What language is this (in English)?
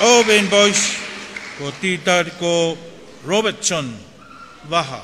Tongan